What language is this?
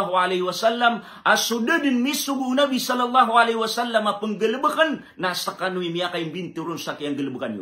Maranao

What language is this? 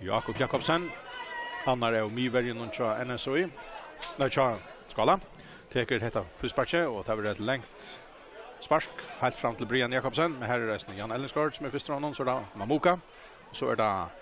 Faroese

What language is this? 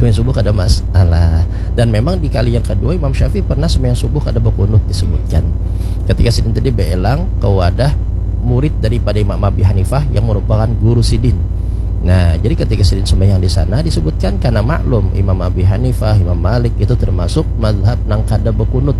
Banjar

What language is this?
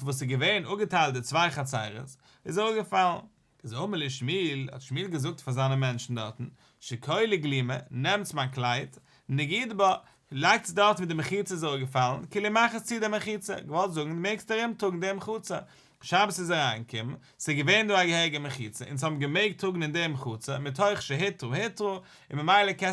Yiddish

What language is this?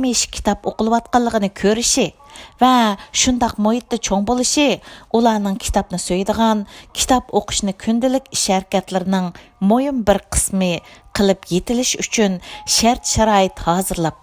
Uyghur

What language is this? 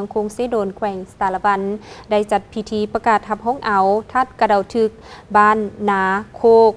Lao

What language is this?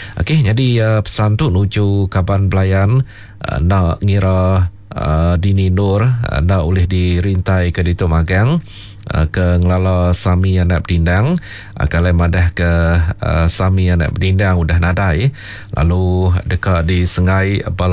Iban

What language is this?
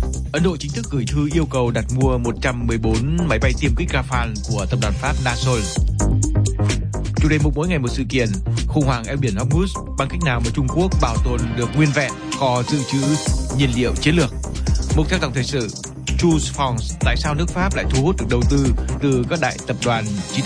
Vietnamese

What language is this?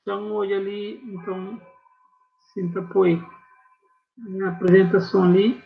Kabuverdianu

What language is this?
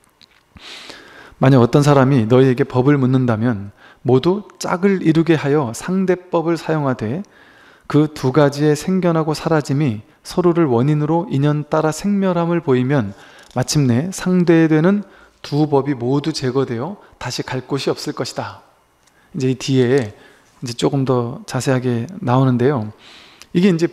Korean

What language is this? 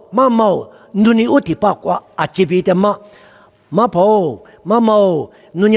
Lisu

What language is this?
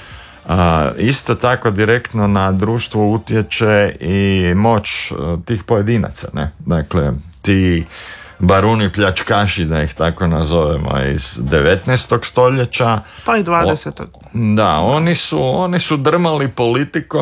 Croatian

